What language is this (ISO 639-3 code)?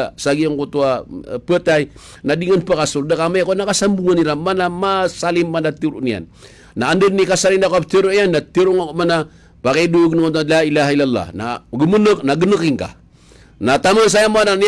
mrw